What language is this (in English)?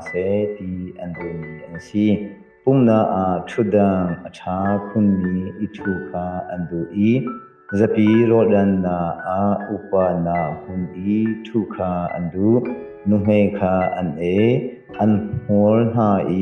Hakha Chin